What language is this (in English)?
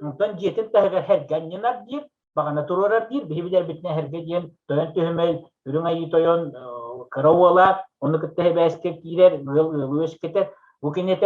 Yakut